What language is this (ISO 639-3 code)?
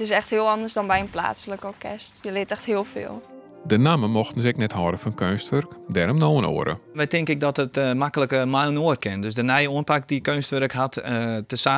fry